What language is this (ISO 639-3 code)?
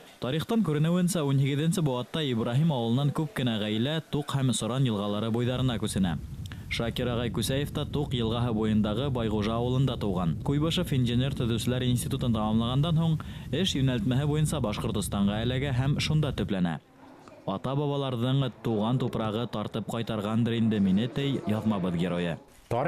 bak